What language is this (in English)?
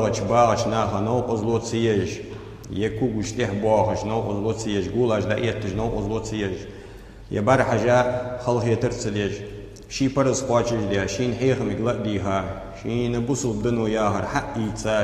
Ingush